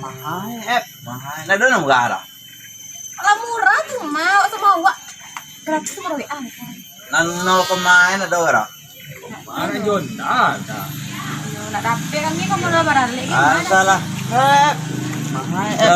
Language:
Minangkabau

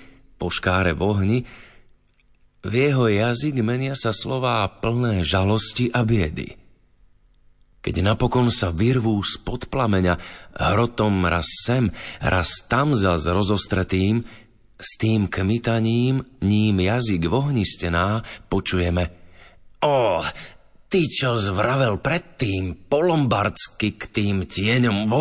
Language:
Slovak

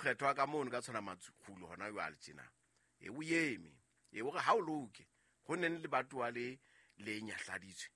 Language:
Southern Sotho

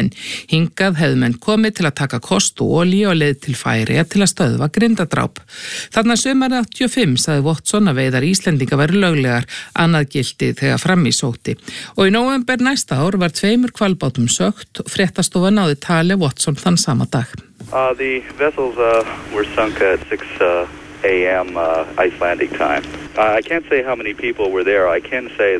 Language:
Icelandic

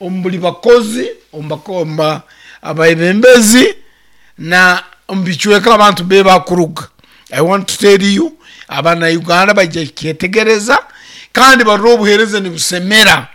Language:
Nyankole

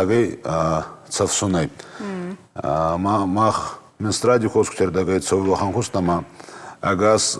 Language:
Ossetic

